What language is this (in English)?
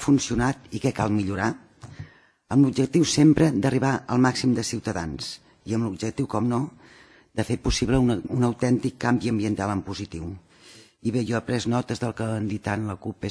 Catalan